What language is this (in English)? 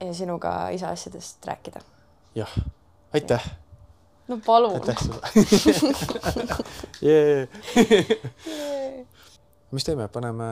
Estonian